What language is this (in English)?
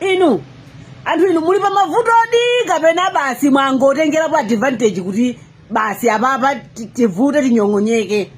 Nyanja